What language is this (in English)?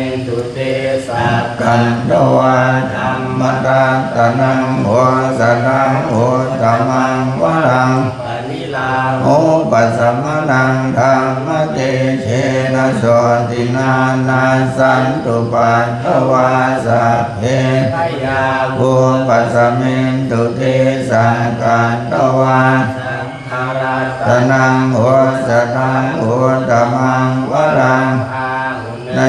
Pali